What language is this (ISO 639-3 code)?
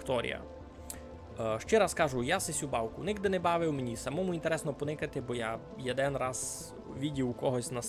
rue